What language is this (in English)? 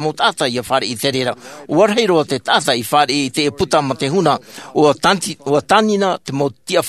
Tahitian